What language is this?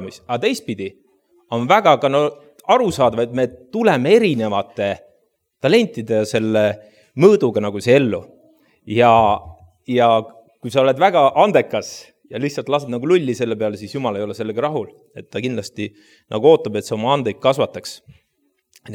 Estonian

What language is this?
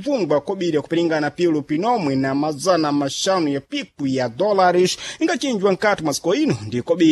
Sena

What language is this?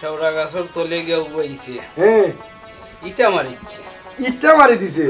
Sylheti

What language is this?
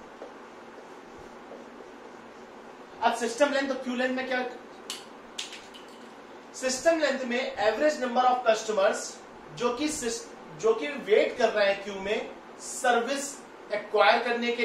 Hindi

